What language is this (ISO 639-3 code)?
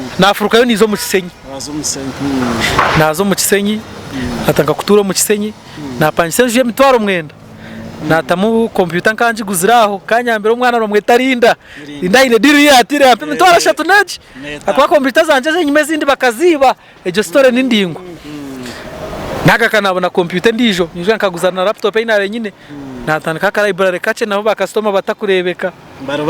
nyn